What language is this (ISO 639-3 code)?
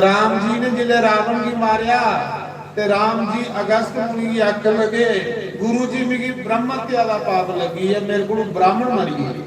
doi